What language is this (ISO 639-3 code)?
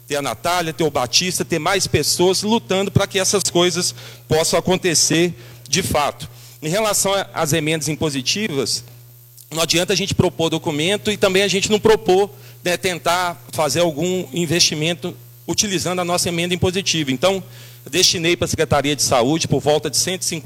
por